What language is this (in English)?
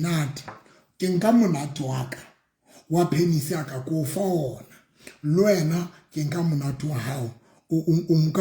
Southern Sotho